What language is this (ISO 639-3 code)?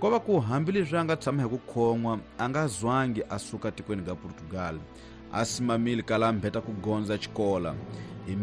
tso